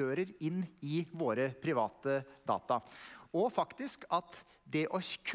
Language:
Norwegian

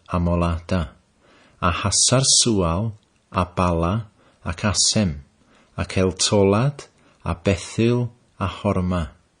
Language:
Welsh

